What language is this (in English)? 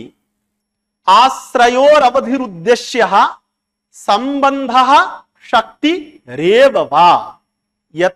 Sanskrit